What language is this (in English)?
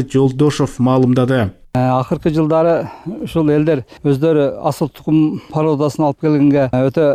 Kyrgyz